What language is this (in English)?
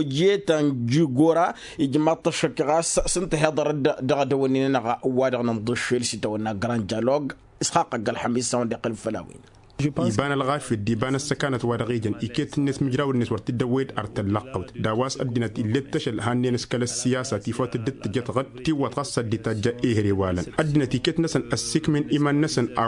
Tamasheq